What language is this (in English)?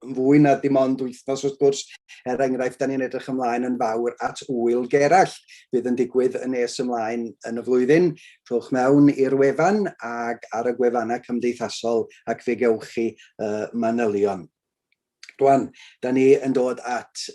Welsh